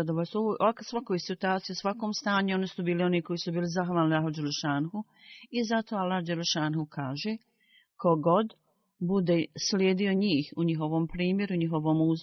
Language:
Bosnian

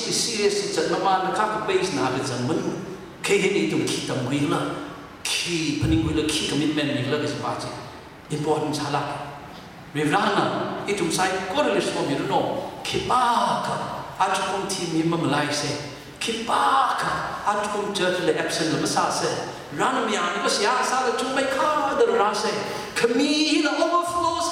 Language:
Tangkhul Naga (India)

